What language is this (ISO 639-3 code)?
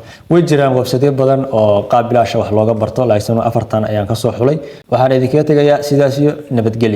som